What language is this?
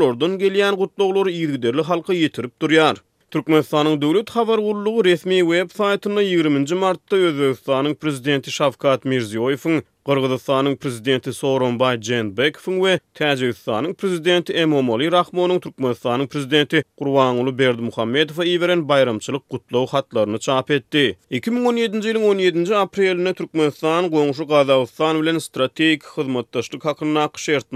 Turkmen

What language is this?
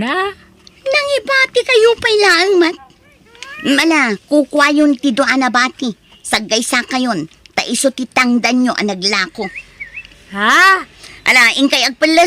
Iloko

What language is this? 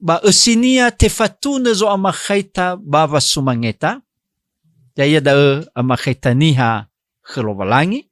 Nias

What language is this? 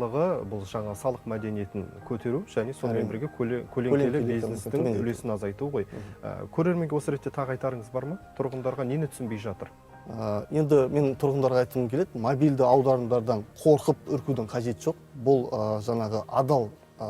Kazakh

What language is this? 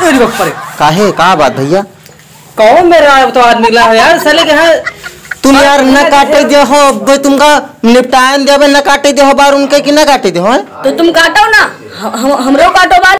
Awadhi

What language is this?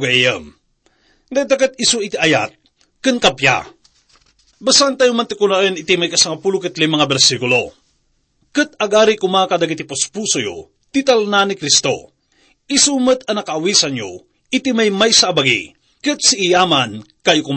Iloko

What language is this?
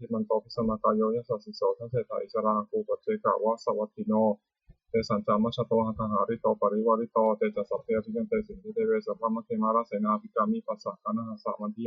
Pali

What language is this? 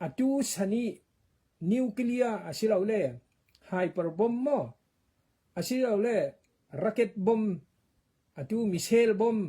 Falam Chin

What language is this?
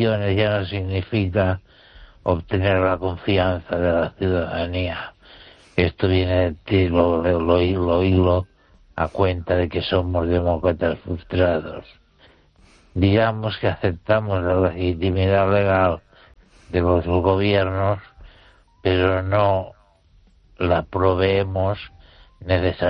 Spanish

